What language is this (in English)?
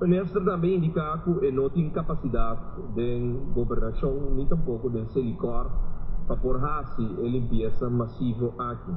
Papiamento